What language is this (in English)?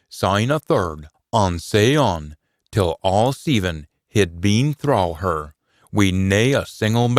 Scots